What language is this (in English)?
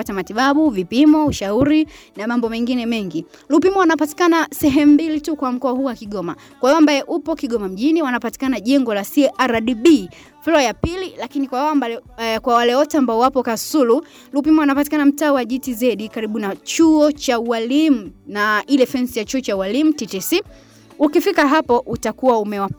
Swahili